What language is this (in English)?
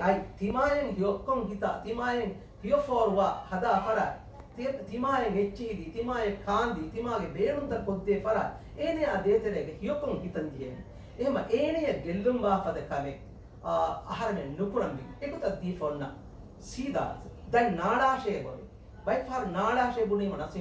Divehi